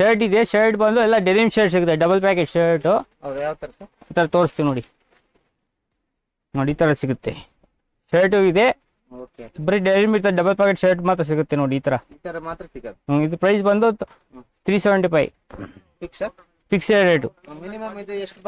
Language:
Kannada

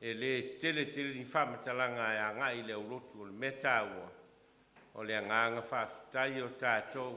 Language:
Samoan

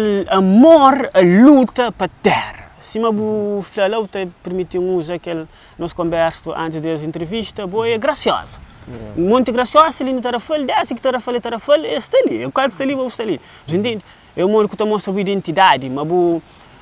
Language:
Kabuverdianu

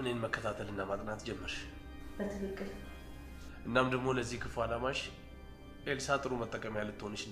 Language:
Amharic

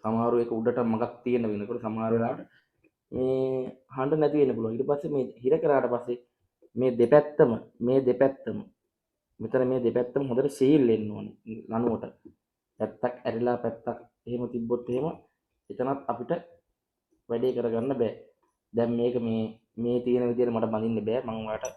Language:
Sinhala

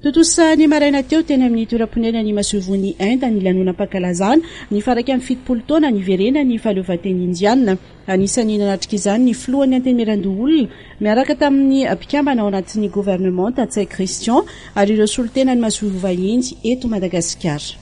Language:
Malagasy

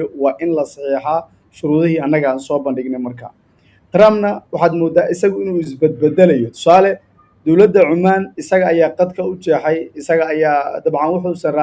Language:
Somali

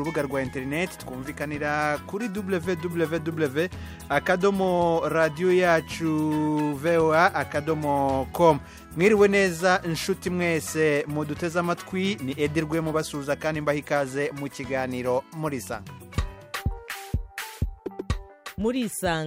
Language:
Kinyarwanda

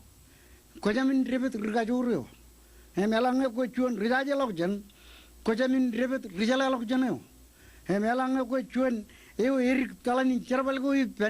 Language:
Marshallese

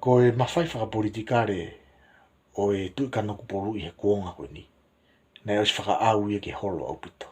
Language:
Tongan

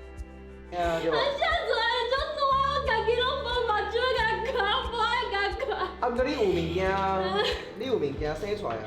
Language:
Min Nan Chinese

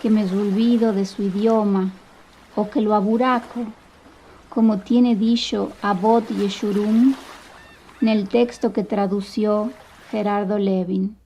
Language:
Ladino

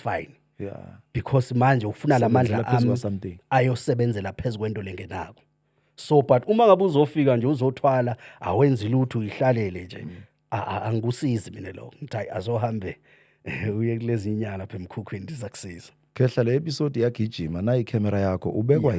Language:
Zulu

